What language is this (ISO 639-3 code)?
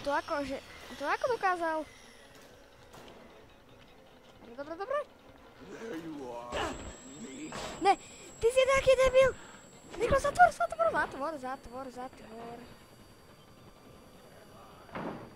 slk